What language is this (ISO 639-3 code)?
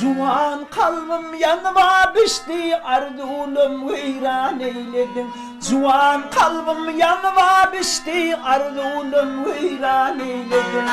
tuk